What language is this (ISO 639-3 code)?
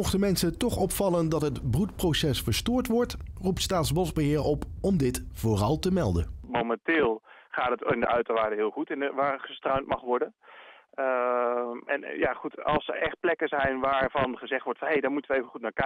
nld